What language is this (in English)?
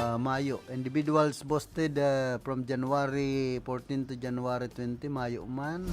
Bikol